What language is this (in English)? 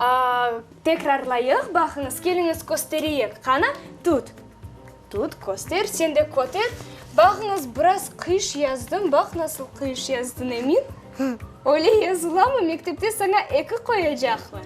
Crimean Tatar